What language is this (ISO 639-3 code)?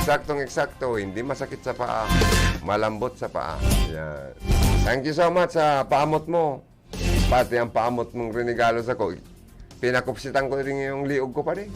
bik